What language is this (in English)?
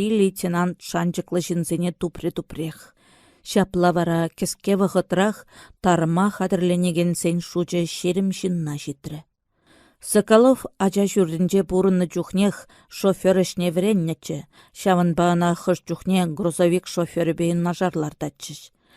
Chuvash